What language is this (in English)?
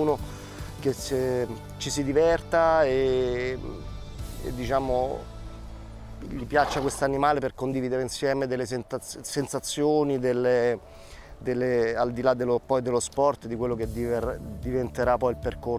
Italian